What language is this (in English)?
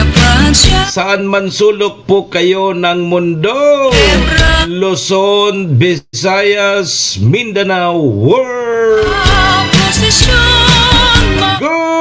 Bikol